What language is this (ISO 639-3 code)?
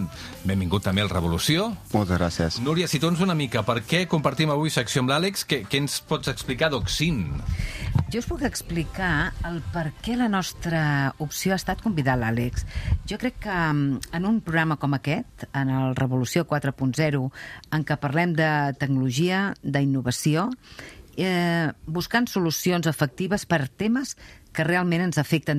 cat